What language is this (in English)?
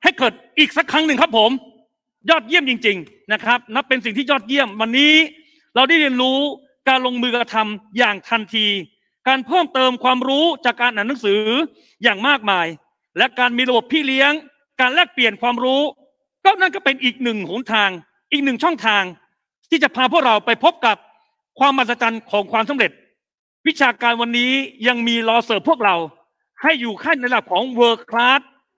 Thai